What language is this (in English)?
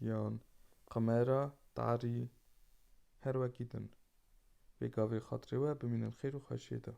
Kurdish